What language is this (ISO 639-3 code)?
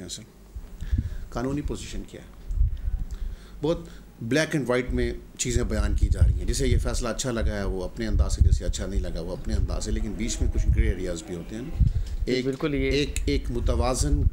urd